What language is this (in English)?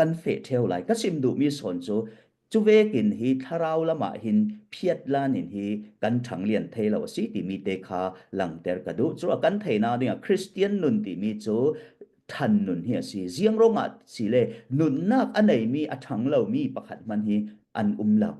Falam Chin